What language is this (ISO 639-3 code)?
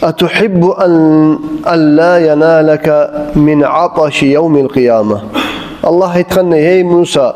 kum